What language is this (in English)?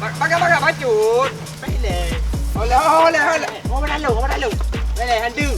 Achinese